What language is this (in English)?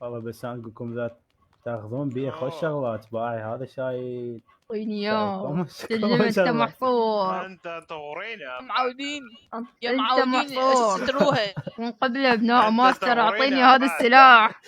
Mesopotamian Arabic